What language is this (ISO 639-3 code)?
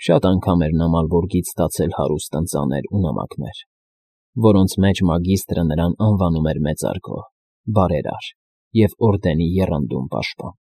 hye